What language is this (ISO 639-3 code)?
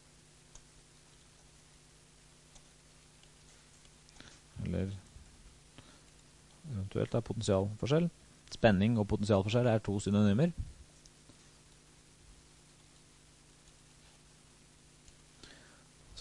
nor